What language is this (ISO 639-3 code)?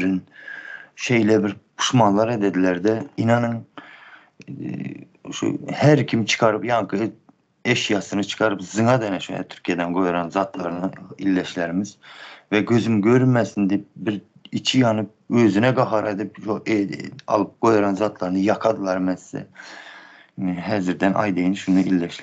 tuk